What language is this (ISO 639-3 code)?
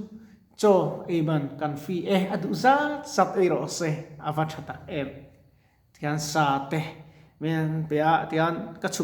lus